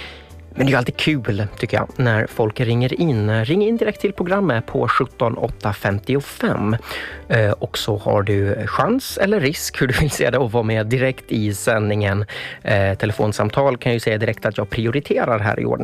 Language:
Swedish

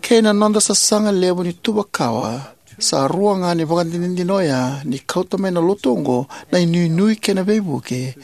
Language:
Fijian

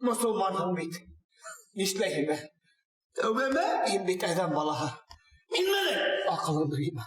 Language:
Bashkir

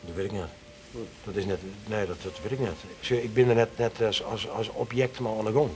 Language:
Western Frisian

